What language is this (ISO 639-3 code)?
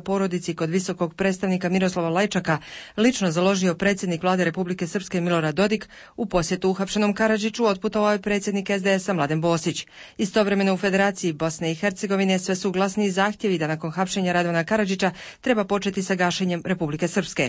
srp